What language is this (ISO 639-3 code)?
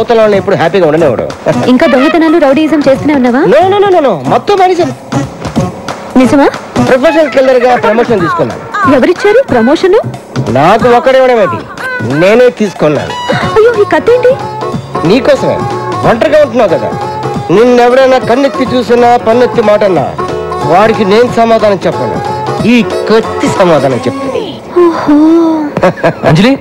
tel